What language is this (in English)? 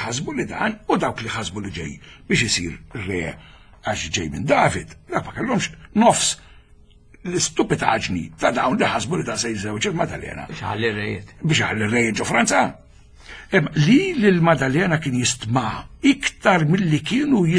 Maltese